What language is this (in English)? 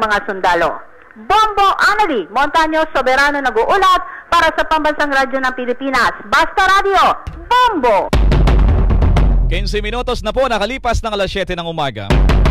Filipino